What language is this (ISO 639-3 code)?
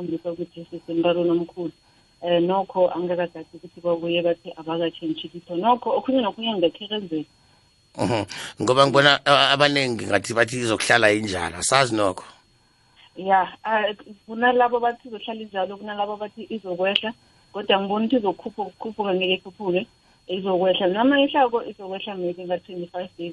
nbl